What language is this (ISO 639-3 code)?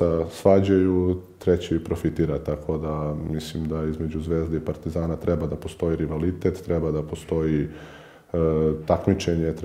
srp